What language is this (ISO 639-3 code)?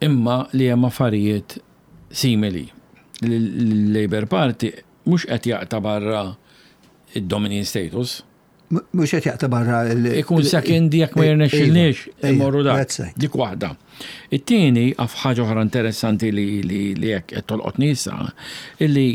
mlt